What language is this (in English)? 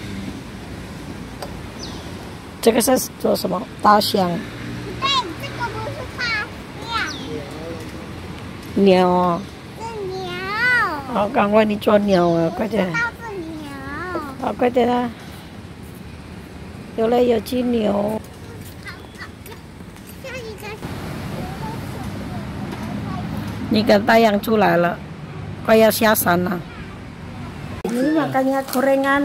Chinese